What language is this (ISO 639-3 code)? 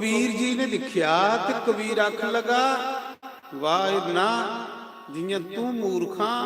doi